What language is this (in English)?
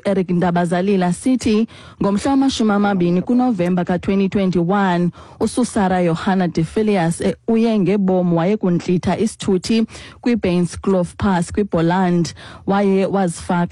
Xhosa